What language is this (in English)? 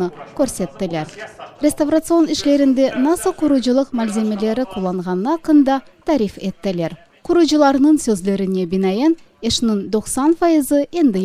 Crimean Tatar